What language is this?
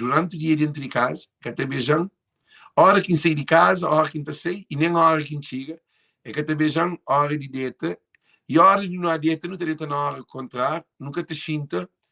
Kabuverdianu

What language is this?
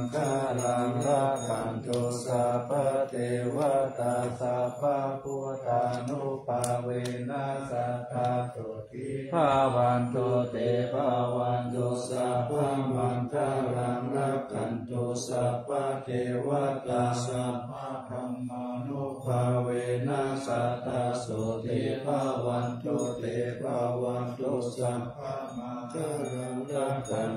Pali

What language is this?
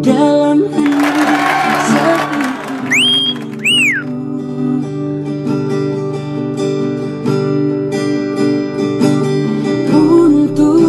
Musi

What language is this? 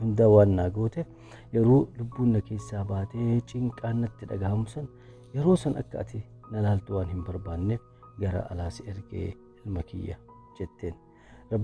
Oromo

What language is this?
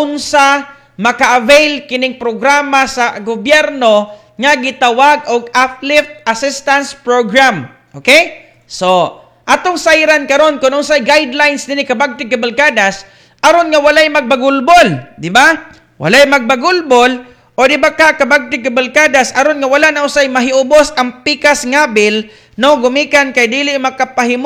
Cebuano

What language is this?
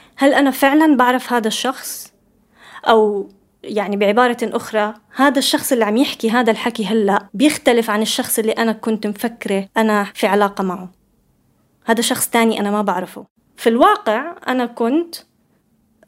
North Levantine Arabic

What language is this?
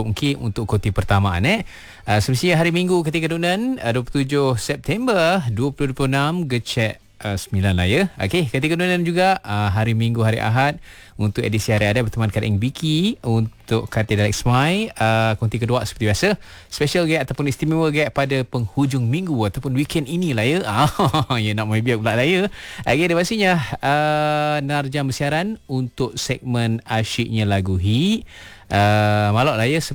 Malay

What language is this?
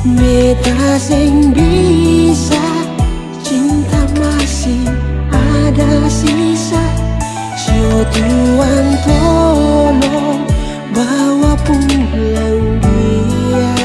Ambonese Malay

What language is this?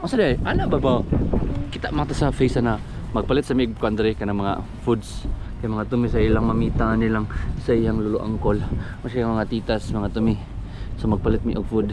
Cebuano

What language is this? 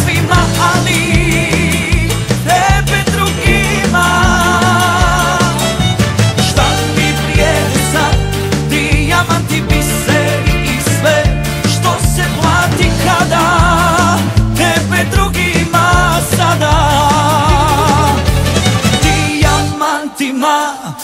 Croatian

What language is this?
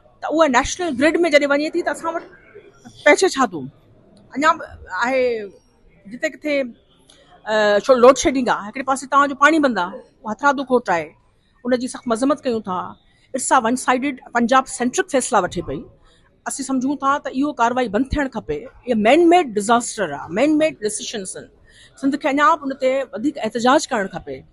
Sindhi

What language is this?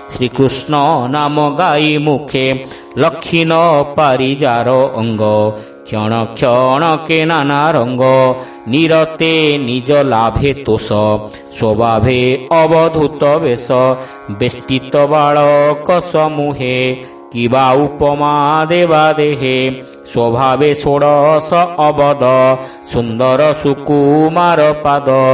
Odia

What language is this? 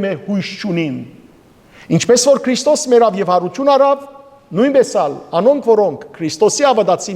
Western Armenian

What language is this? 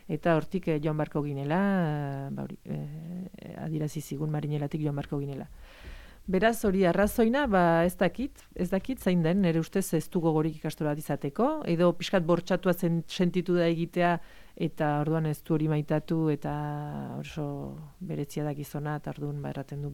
Basque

